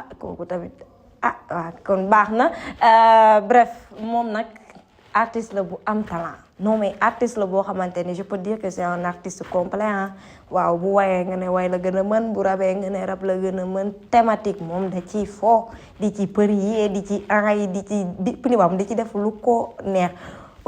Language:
Wolof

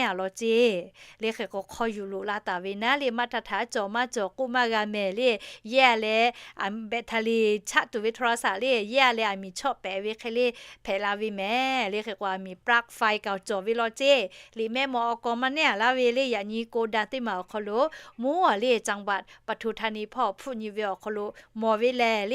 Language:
Lahu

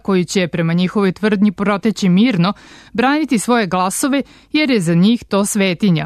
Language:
Serbian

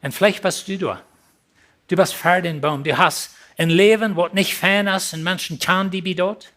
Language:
Plautdietsch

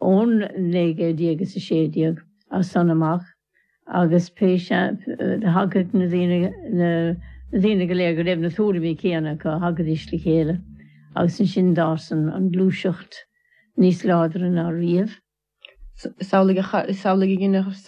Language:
Irish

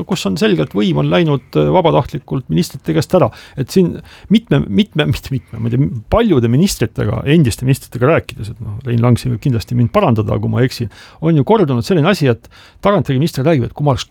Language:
Estonian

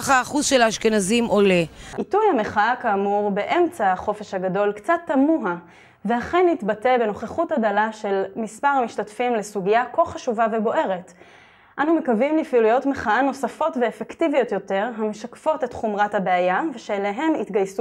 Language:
Hebrew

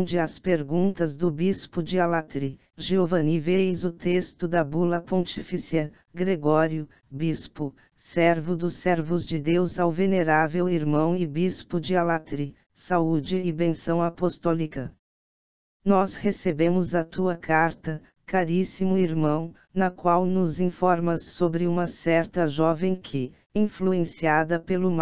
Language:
Portuguese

